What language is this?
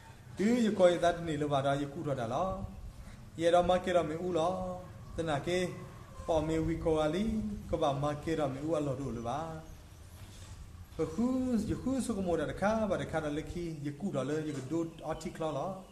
S'gaw Karen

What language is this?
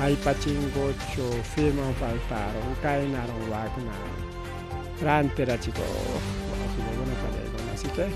Ayacucho Quechua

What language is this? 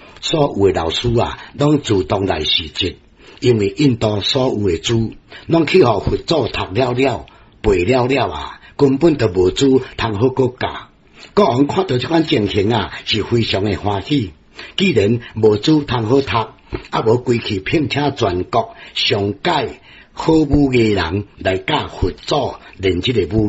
Min Nan Chinese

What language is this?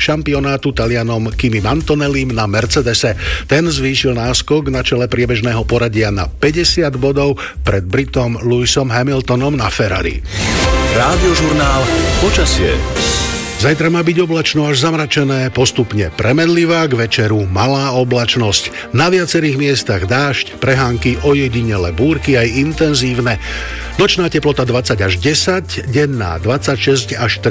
Slovak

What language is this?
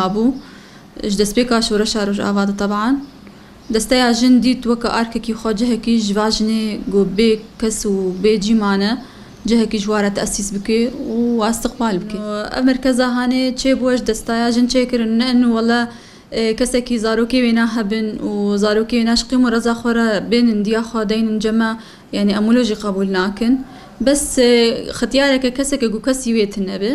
Kurdish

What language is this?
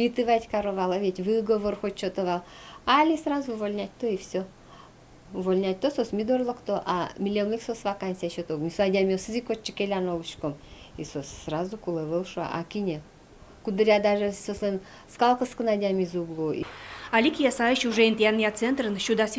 Udmurt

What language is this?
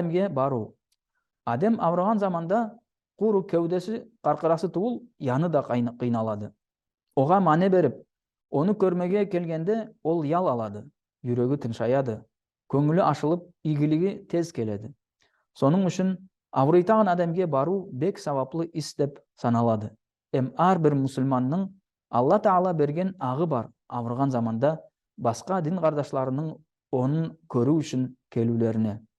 Nogai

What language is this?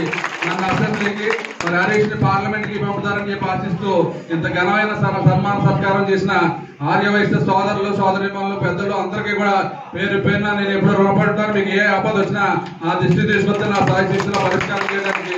Telugu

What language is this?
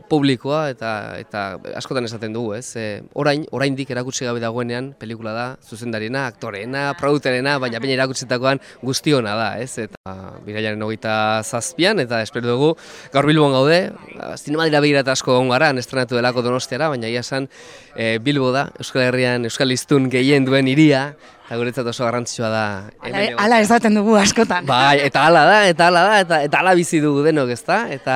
Basque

